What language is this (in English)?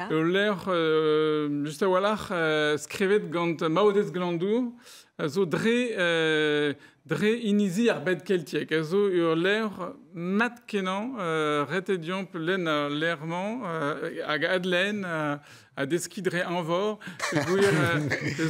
Breton